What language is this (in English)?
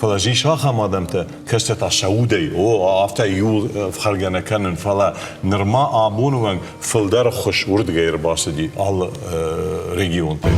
Ossetic